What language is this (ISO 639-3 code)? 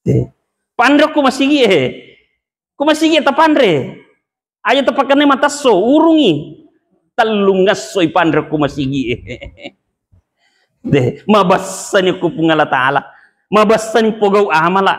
bug